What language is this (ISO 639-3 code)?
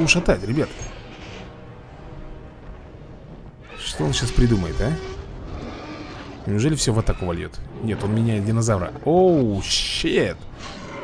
rus